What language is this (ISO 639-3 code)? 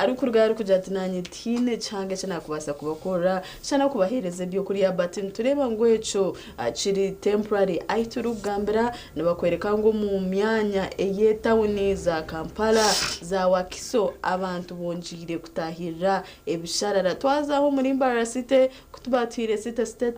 nyn